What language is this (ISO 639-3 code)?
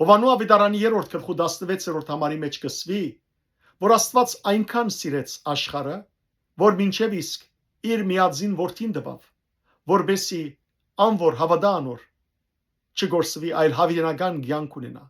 hyw